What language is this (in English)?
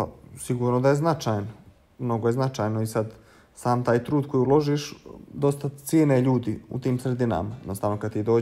Bosnian